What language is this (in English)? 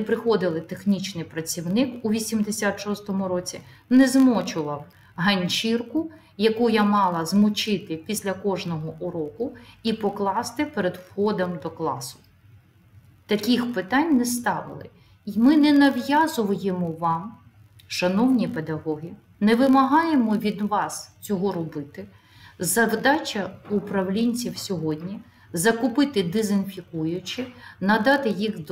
Ukrainian